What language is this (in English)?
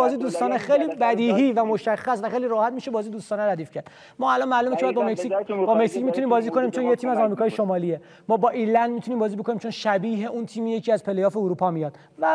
Persian